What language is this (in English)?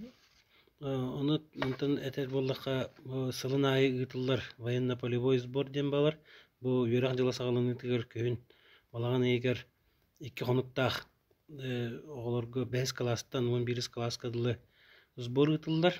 Yakut